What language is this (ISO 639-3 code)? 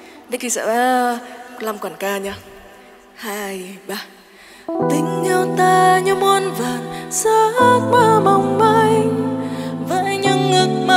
vie